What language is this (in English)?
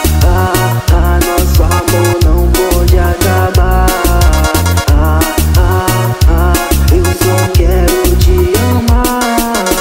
Portuguese